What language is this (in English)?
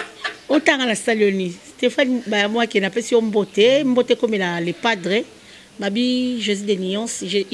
Lingala